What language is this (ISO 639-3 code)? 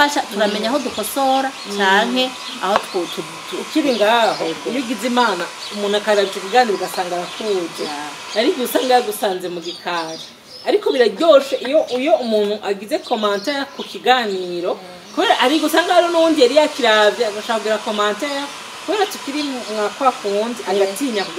run